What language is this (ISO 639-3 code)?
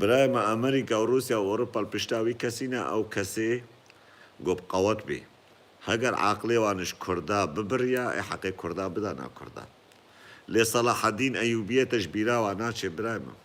kur